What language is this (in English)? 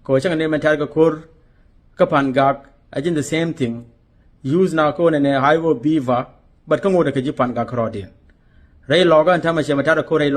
Nuer